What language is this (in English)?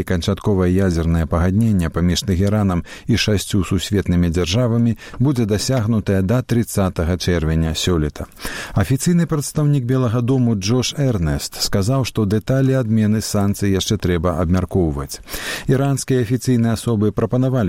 Belarusian